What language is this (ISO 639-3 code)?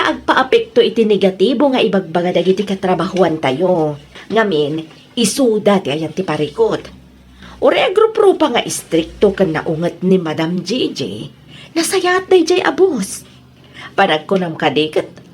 ilo